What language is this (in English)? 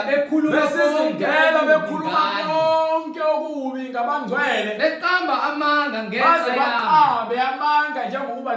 Zulu